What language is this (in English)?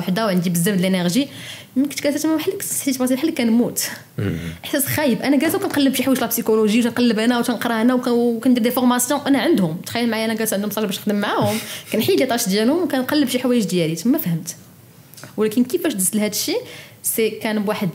Moroccan Arabic